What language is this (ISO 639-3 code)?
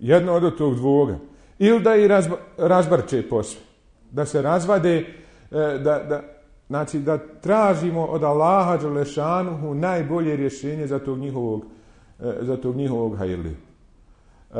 bos